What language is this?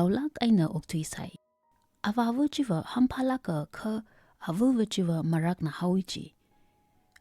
Tangkhul Naga (India)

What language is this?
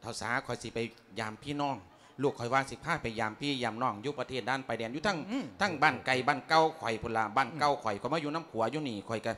Lao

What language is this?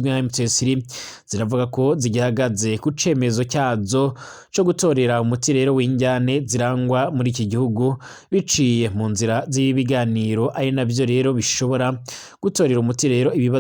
Rundi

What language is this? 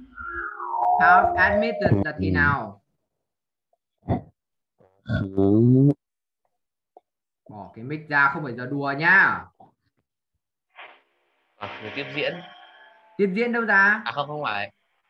Vietnamese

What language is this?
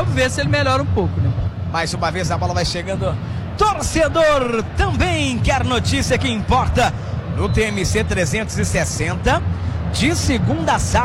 Portuguese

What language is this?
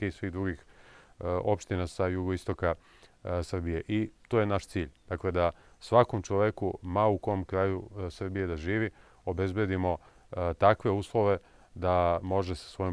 Serbian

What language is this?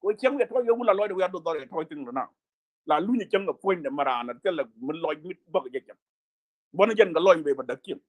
Nuer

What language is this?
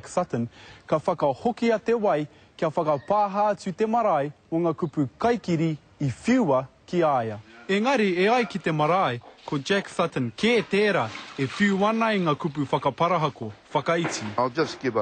Māori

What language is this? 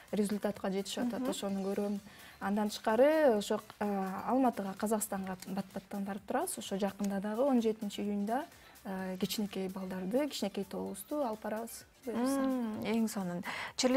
Kyrgyz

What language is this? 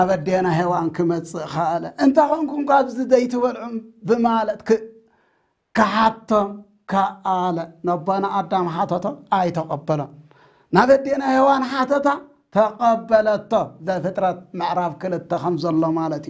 Tigrinya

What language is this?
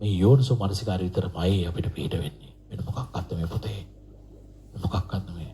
Sinhala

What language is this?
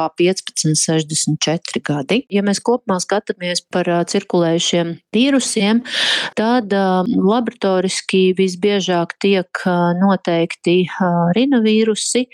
Latvian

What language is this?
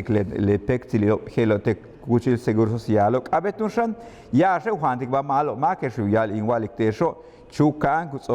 Yucateco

